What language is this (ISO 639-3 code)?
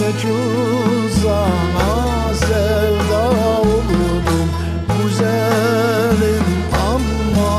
crh